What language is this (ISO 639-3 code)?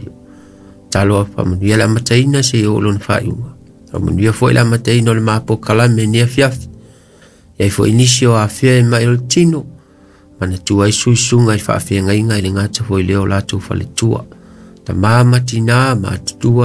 smo